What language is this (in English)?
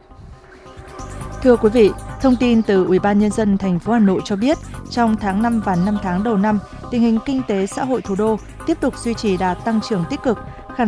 Vietnamese